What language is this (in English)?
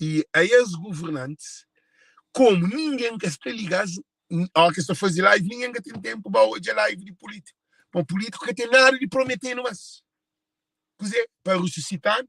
Kabuverdianu